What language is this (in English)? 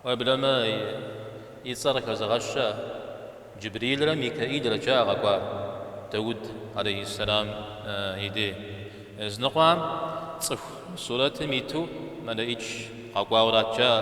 Kabardian